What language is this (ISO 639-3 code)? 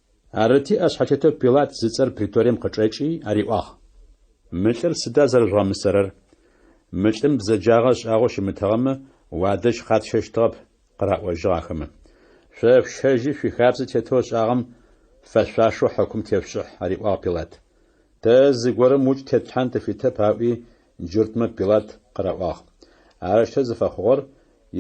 ady